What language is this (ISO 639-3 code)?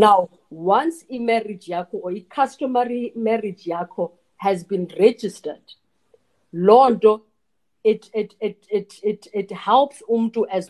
xho